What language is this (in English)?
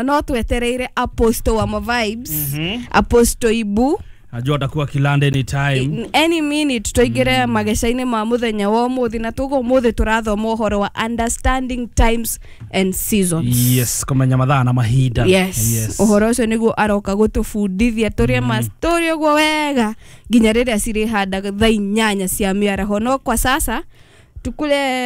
Kikuyu